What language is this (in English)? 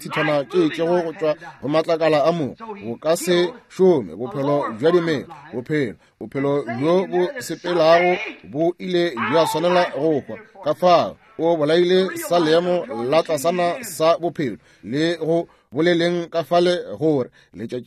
Northern Sotho